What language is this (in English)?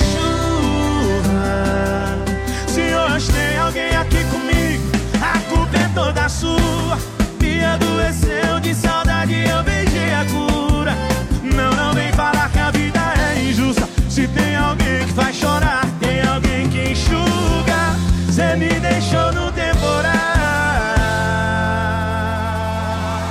Portuguese